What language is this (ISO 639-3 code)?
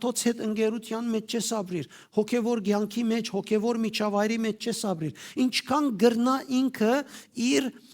hyw